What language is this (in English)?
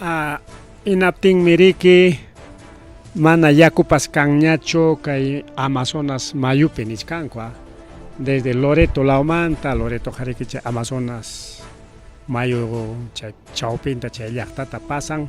Ayacucho Quechua